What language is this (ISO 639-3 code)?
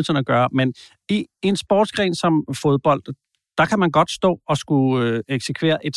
dan